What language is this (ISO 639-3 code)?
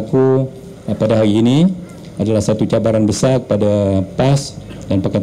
msa